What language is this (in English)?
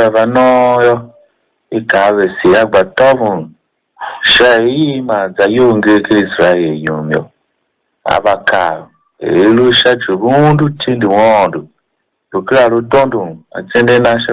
Tiv